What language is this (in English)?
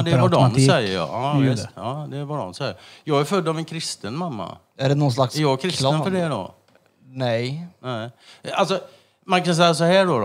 Swedish